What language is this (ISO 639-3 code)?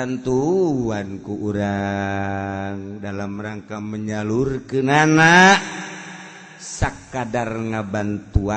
sun